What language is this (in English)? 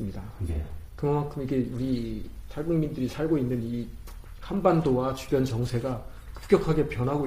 Korean